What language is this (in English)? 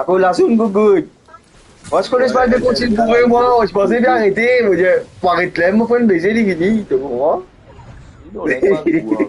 Morisyen